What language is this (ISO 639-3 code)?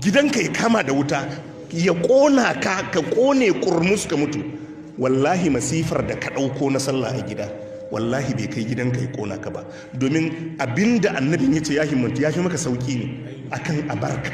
hau